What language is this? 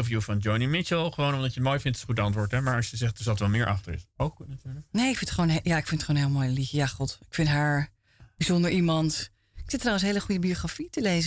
Dutch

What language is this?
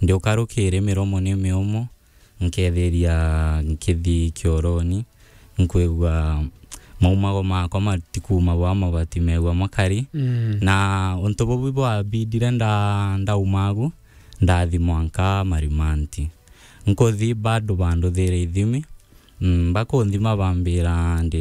Meru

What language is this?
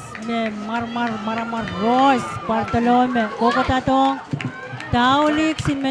Pohnpeian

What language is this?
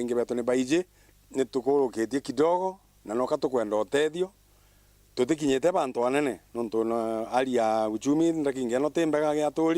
Meru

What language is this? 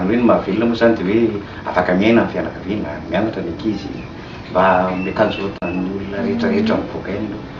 Malagasy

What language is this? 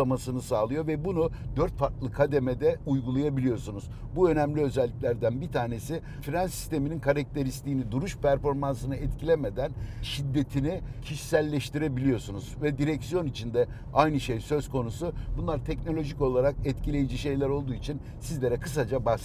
Turkish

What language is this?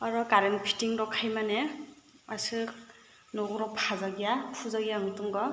Kok Borok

